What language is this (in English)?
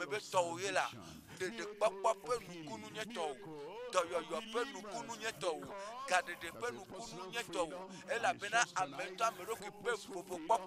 Ewe